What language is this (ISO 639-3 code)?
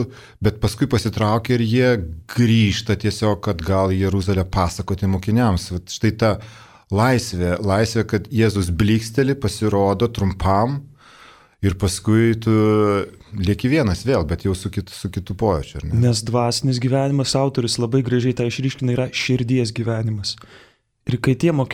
lit